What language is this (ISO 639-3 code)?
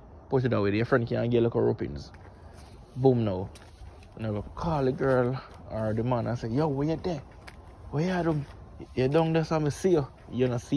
jam